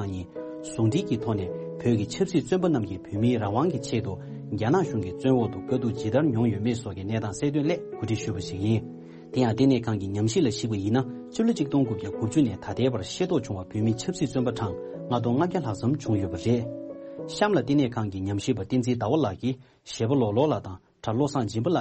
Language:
Tibetan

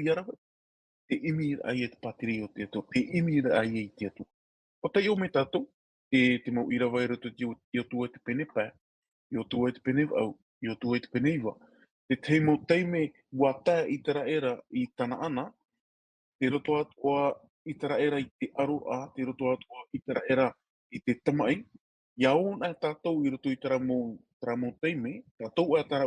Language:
Tahitian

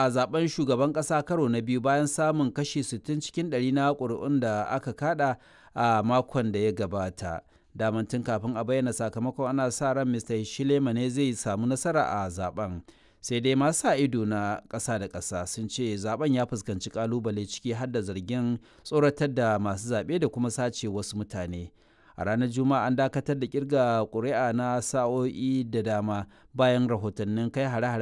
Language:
Hausa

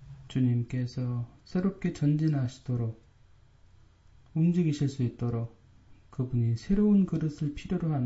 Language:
Korean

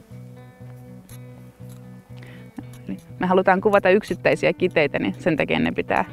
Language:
Finnish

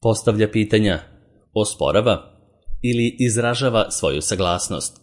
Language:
Serbian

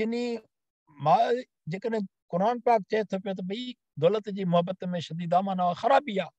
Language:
Sindhi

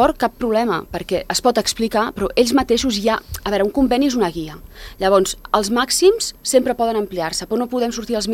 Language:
Catalan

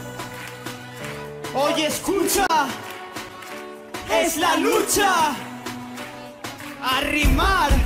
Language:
Spanish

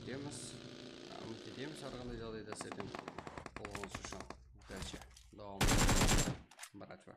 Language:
Kara-Kalpak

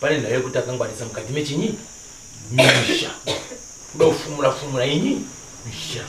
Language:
Shona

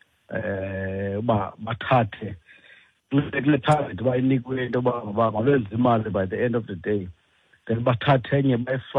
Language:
Xhosa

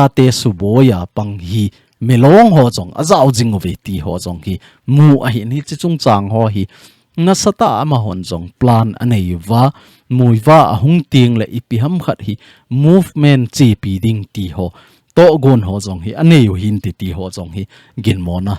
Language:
Thado Chin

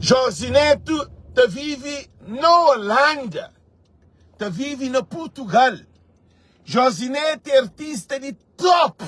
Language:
Kabuverdianu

